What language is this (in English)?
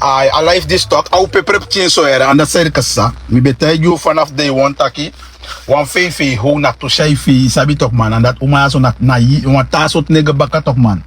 Sranan Tongo